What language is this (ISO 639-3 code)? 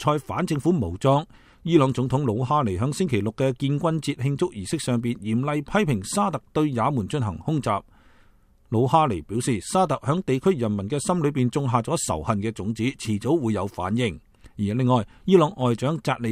yue